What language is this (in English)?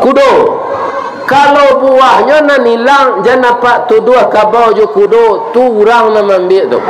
Minangkabau